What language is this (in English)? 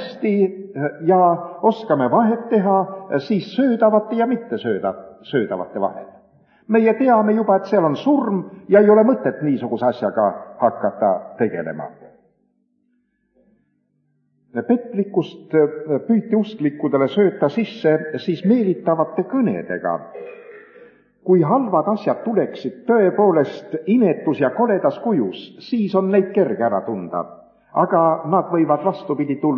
Estonian